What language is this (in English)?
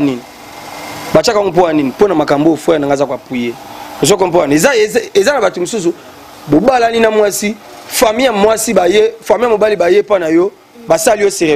Lingala